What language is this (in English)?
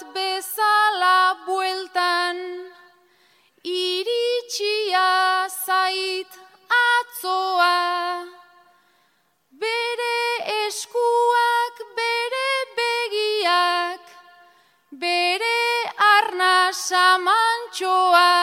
Basque